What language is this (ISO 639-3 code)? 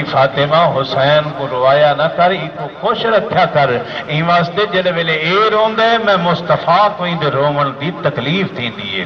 skr